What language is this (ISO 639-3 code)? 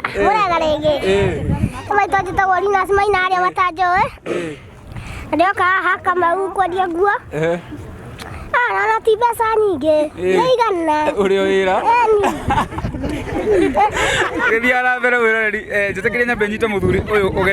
kik